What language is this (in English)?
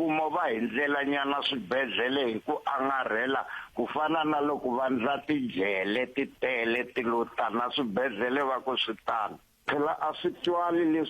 Tsonga